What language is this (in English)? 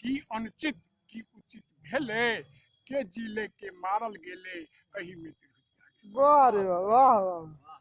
Maithili